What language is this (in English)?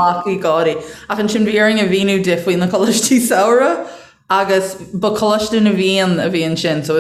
Irish